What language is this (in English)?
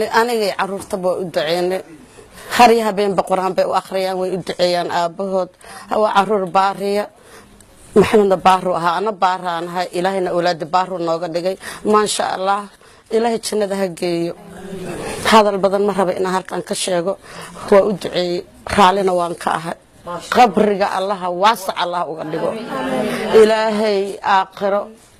Somali